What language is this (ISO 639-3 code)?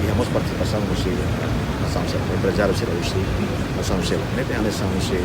tet